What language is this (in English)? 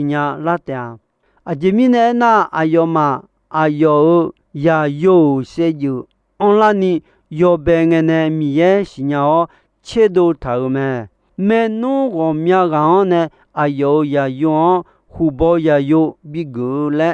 Akha